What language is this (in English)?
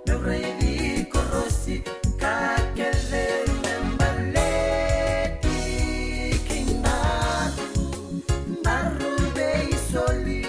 Fijian